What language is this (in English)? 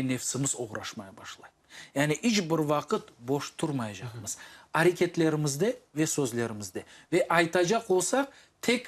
Crimean Tatar